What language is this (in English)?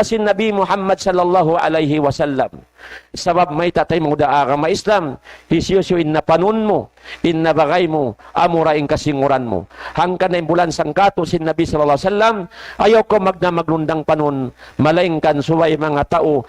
Tausug